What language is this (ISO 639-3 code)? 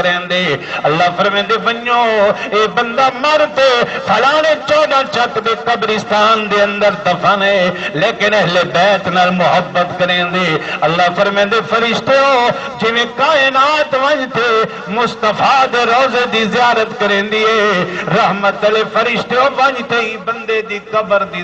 skr